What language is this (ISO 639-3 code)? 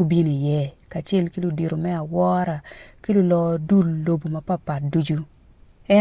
ach